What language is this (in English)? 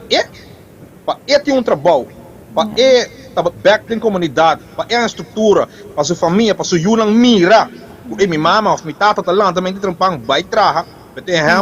Papiamento